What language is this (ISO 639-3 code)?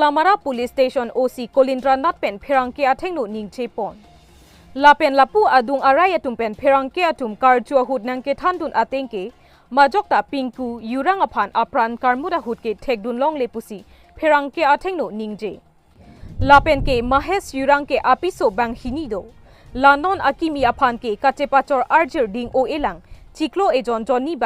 mjw